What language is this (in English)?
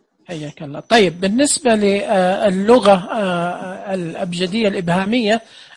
Najdi Arabic